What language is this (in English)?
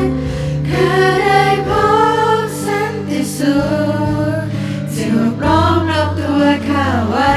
Lahu